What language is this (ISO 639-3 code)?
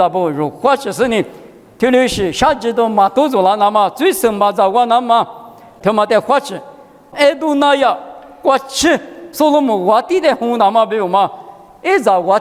lis